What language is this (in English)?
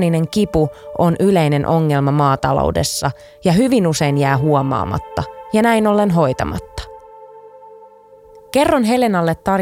Finnish